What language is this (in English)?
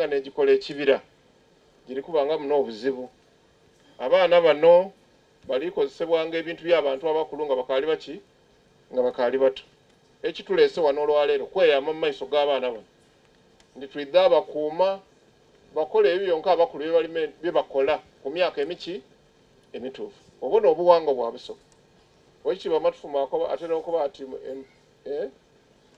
Soga